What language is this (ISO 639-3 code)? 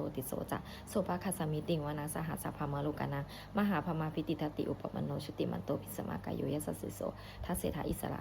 pli